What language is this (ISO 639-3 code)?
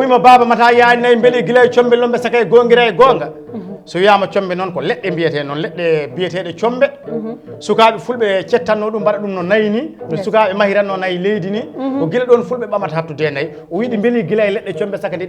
ful